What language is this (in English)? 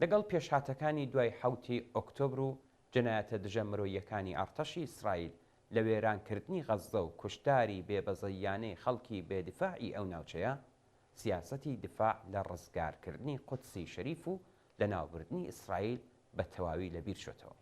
Central Kurdish